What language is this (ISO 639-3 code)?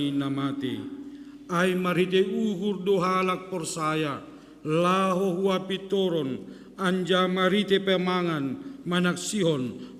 bts